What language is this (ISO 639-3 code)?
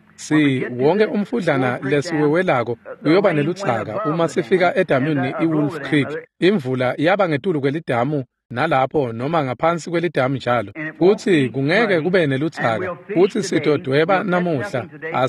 ssw